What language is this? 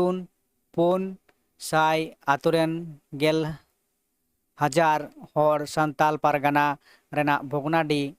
Santali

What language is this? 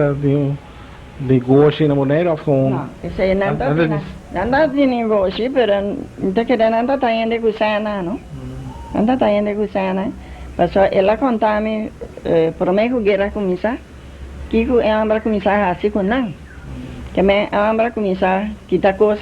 Papiamento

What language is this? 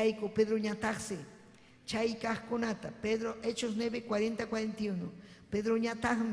Ayacucho Quechua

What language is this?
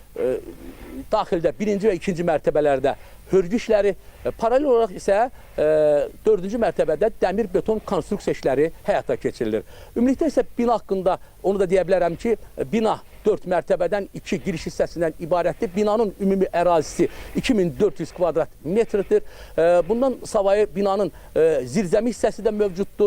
Azerbaijani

